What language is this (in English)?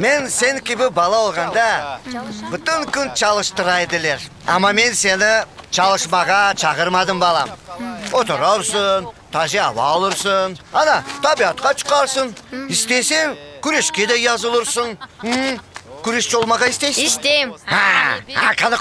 Crimean Tatar